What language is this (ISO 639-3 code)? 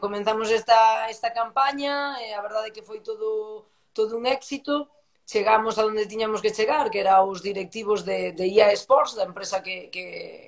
glg